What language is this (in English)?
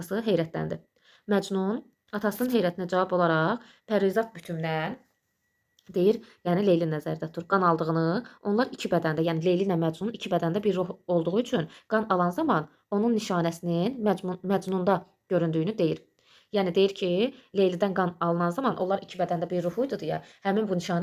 Azerbaijani